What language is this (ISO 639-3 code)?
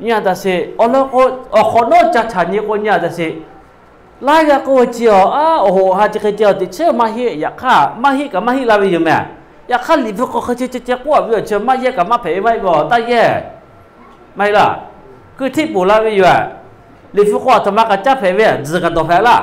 lhu